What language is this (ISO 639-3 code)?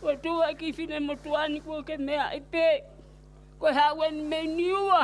ton